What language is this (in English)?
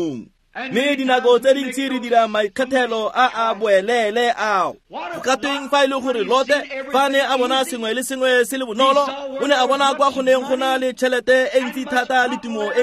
Tswana